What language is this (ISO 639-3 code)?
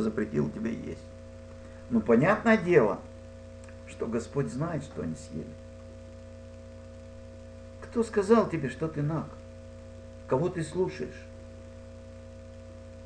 rus